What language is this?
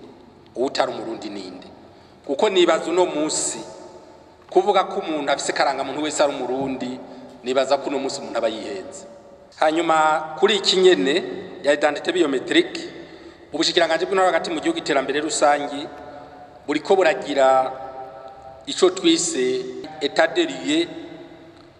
Rundi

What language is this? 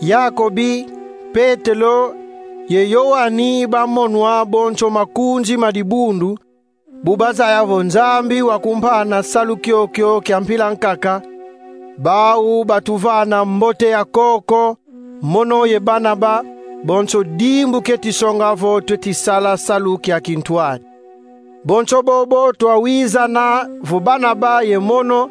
Kongo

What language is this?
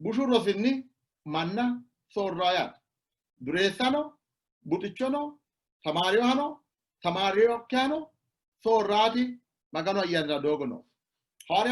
Sidamo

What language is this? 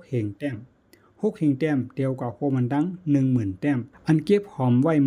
Shan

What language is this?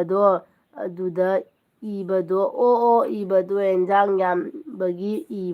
Manipuri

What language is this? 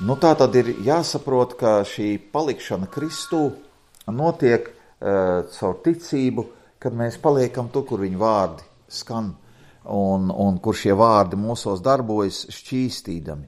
Latvian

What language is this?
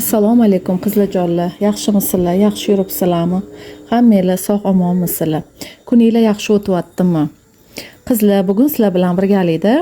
Uzbek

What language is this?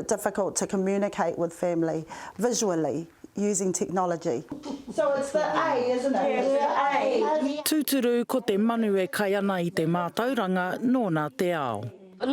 Māori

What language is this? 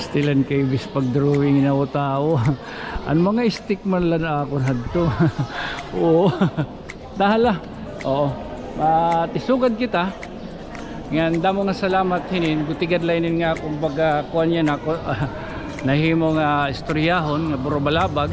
Waray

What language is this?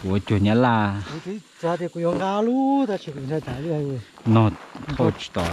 Hmong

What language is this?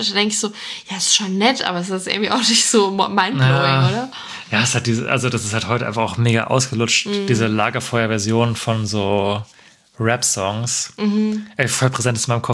German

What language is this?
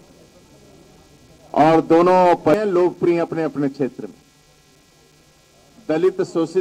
Hindi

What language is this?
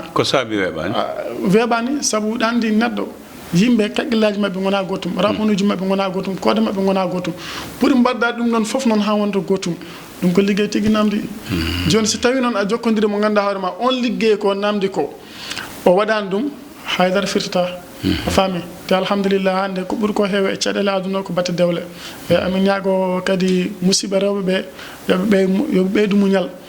Fula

